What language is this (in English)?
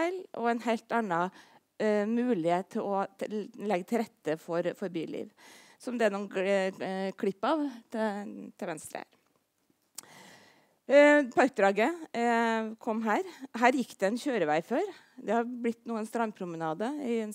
Norwegian